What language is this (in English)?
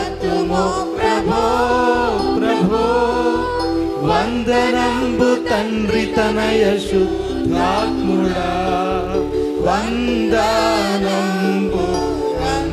Telugu